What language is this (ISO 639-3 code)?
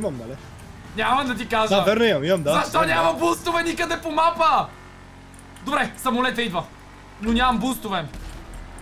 bul